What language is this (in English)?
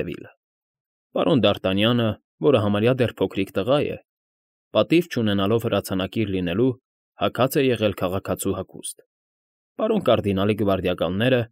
Armenian